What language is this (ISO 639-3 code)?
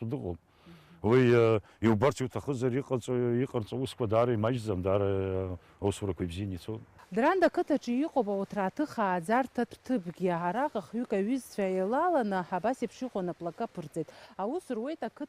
abk